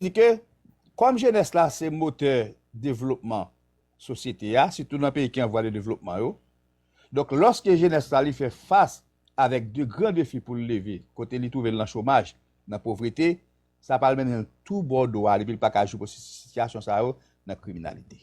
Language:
Haitian Creole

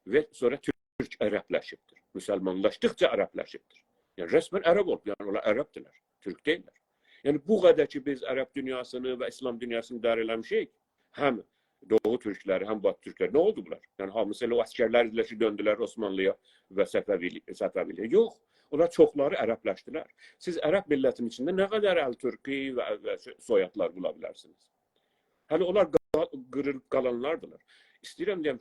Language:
South Azerbaijani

